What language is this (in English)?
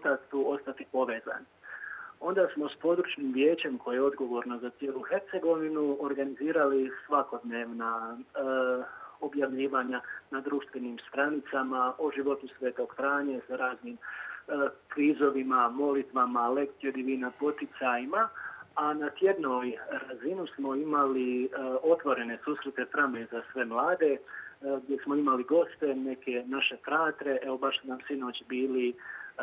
Croatian